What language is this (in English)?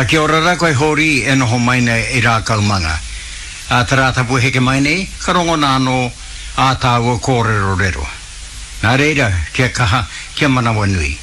Māori